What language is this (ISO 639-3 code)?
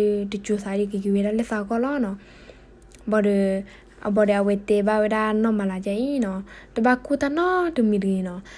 ksw